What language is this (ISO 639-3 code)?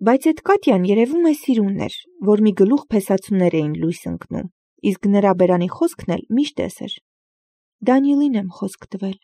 hye